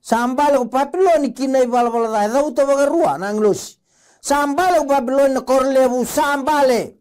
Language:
Fijian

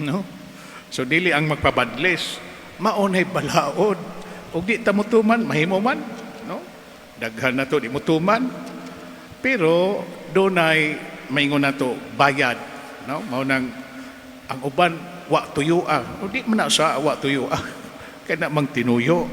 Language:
Cebuano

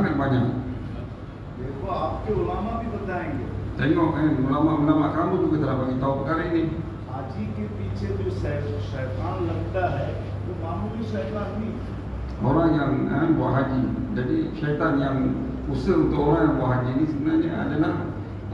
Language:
Malay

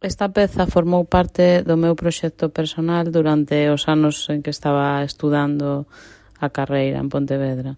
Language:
Galician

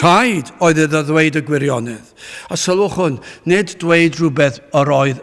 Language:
Welsh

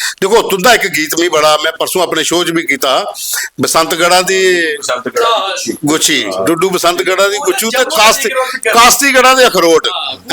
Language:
Dogri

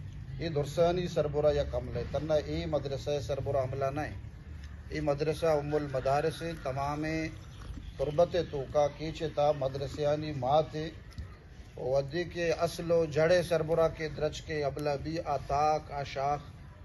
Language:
Baluchi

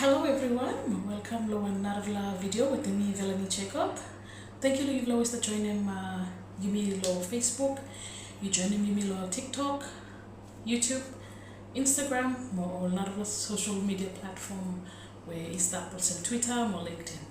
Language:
Bislama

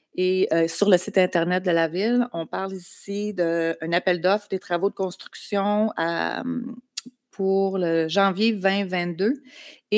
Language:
French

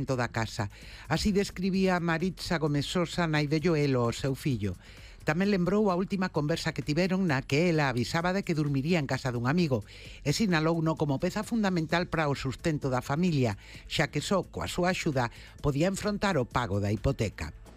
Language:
Galician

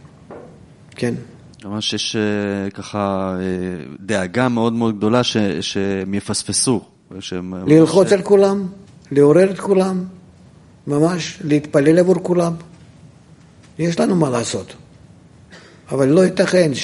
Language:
Hebrew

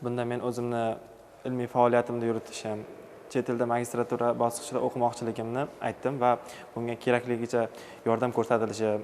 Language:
Uzbek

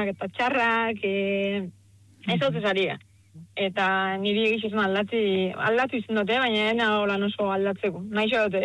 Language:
Basque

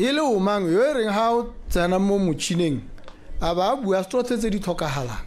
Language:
Tswana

